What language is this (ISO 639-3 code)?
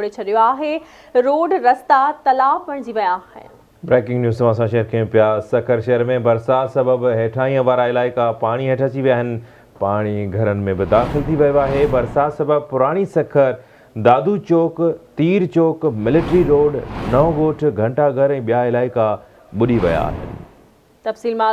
snd